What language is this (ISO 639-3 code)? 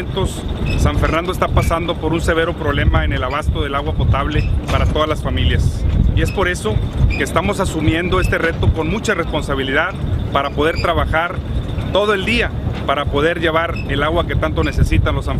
spa